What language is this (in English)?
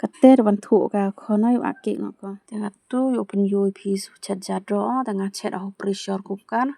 Khasi